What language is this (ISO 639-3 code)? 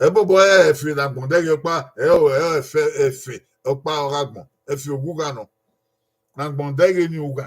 bin